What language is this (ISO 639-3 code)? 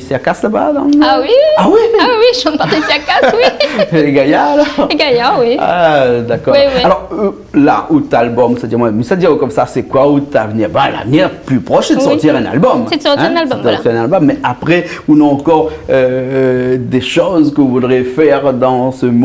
rcf